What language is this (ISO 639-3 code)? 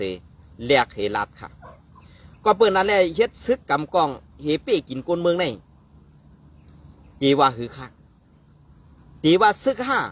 shn